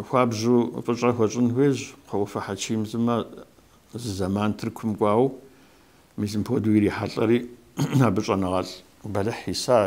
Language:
Kabardian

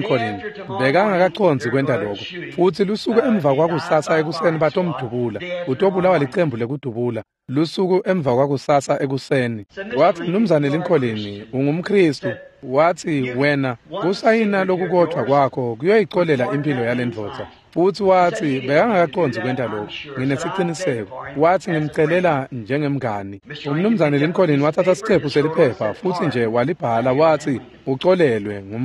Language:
Swati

